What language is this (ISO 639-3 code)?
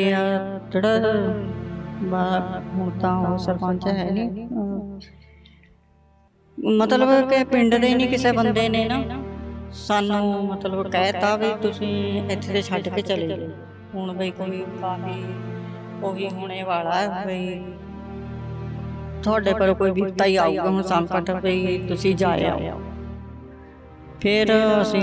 pan